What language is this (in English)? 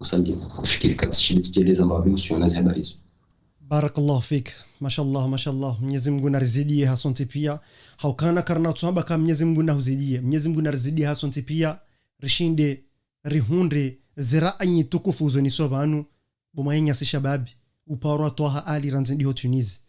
Ngazidja Comorian